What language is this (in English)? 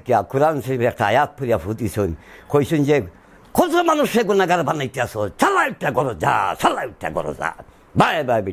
Sylheti